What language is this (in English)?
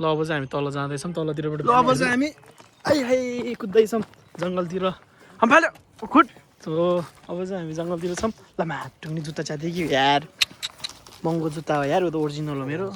Nepali